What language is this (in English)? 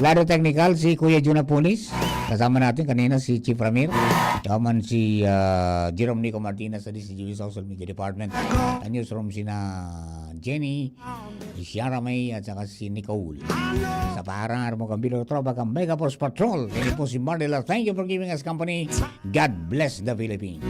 Bikol